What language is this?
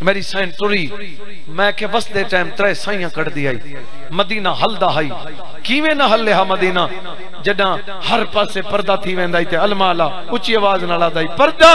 Saraiki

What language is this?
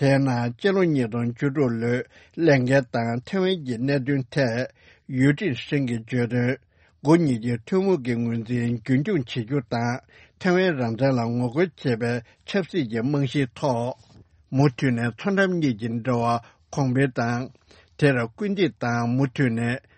Tibetan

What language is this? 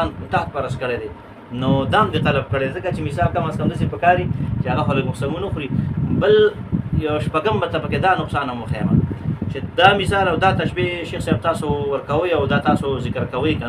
Pashto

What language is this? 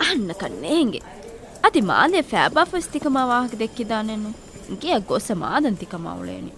Divehi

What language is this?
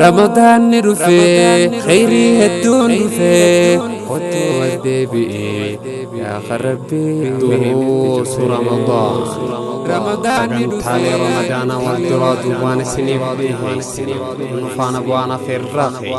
Oromo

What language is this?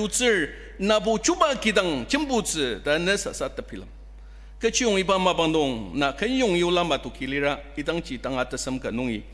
Ao Naga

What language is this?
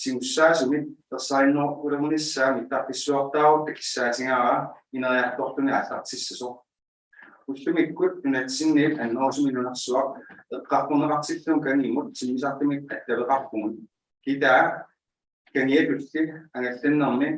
Inuktitut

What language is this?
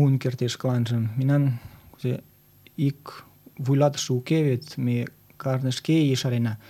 Mari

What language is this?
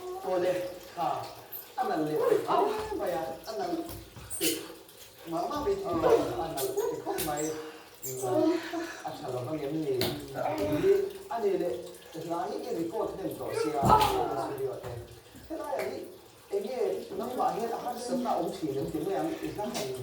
Mizo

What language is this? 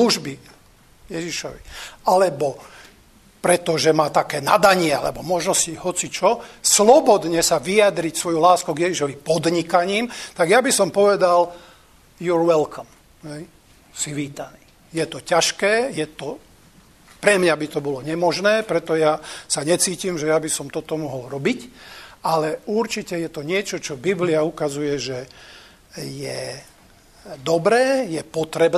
Slovak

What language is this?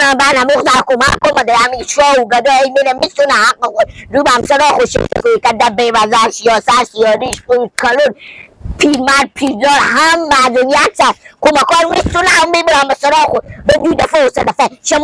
Persian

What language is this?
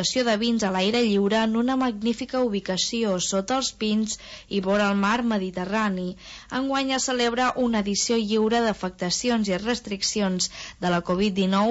Catalan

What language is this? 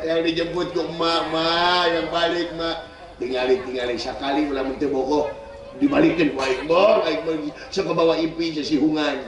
Sundanese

